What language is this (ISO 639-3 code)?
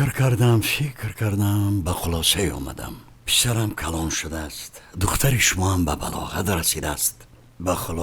tgk